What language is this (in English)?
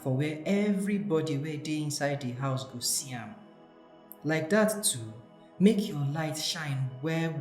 Nigerian Pidgin